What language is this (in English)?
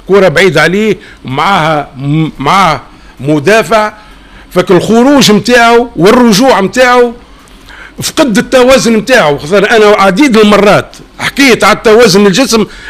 Tunisian Arabic